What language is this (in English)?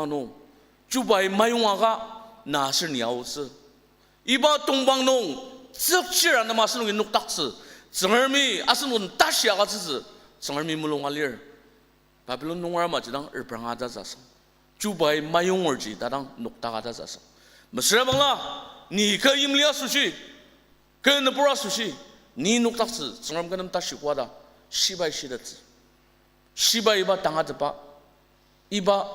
Ao Naga